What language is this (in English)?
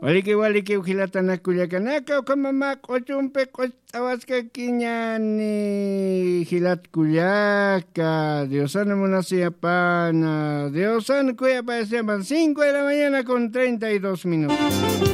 Aymara